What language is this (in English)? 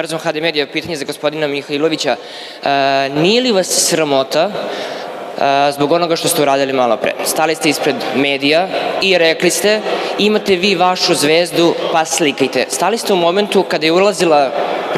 Serbian